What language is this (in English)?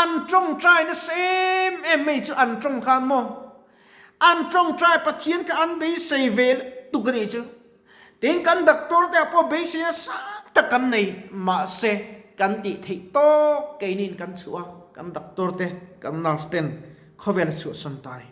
Mizo